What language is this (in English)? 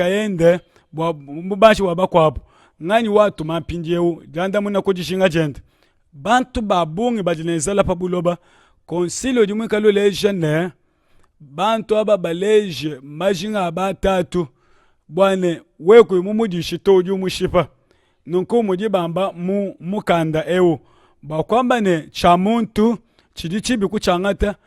Luba-Lulua